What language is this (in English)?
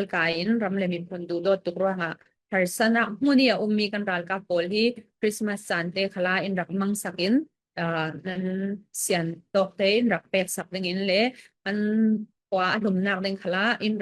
Falam Chin